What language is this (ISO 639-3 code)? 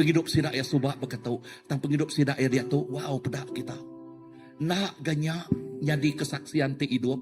iba